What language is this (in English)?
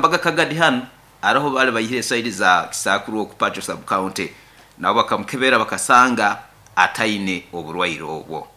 Nyoro